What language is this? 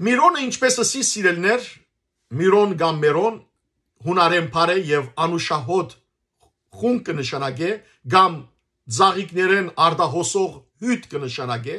Western Armenian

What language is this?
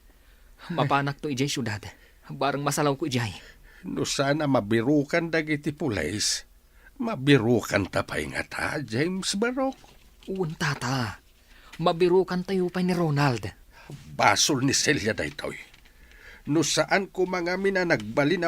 Iloko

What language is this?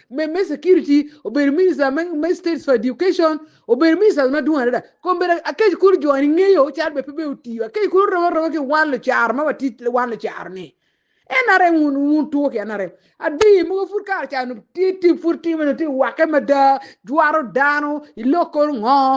Acoli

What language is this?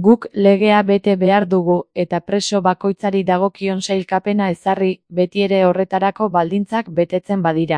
Basque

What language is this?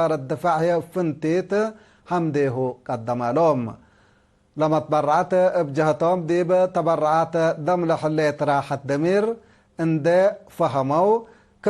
Tigre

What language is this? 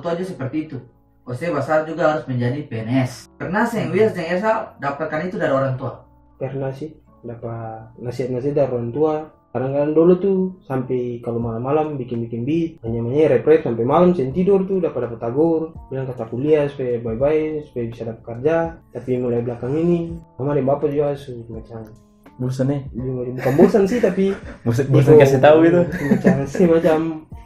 Ambonese Malay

